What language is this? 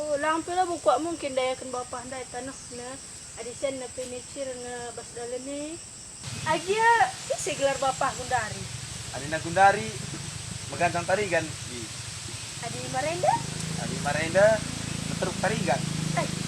Batak Karo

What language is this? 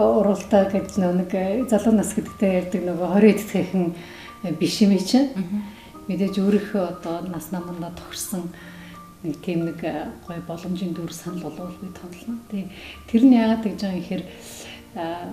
Mongolian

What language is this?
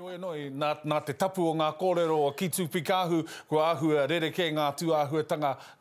Māori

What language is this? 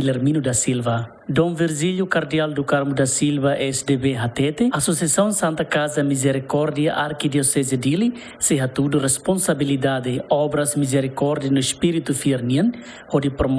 Tetum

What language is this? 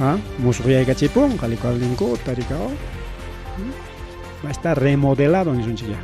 Ayacucho Quechua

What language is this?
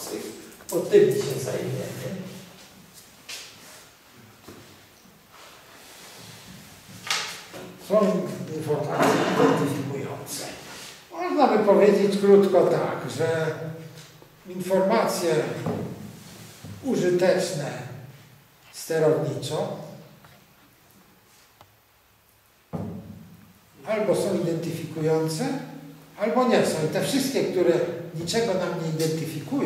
Polish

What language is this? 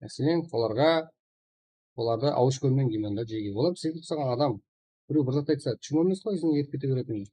Kara-Kalpak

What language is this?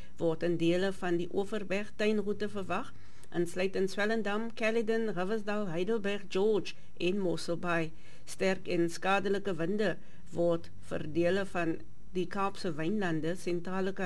Afrikaans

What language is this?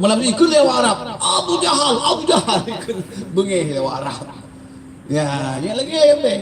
Achinese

